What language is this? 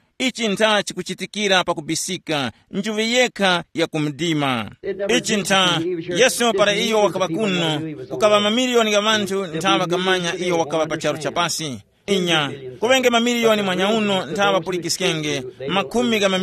Tumbuka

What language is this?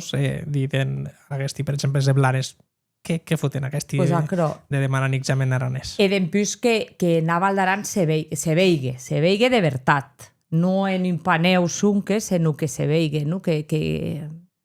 Occitan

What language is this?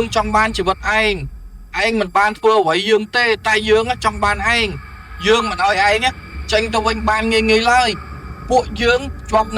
Khmer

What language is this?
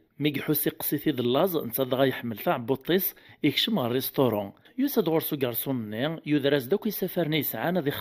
Kabyle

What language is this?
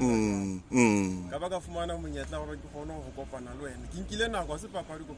Southern Sotho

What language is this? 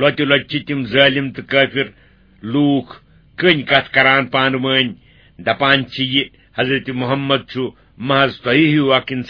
Kashmiri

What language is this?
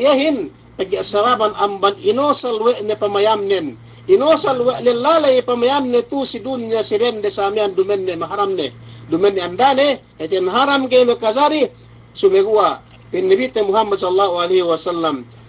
Yakan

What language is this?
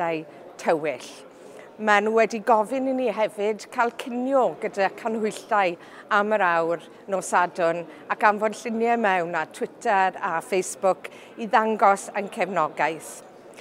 Welsh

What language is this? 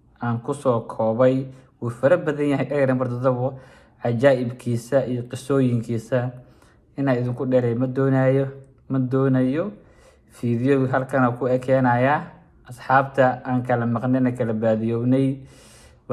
Somali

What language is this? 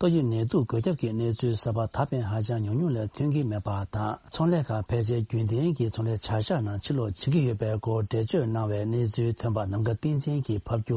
Tibetan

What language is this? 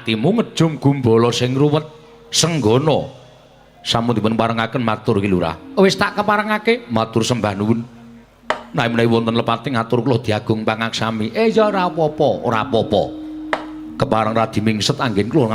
Javanese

